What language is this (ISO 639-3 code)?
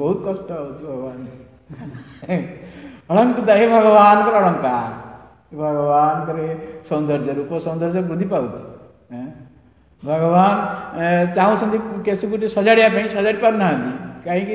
ori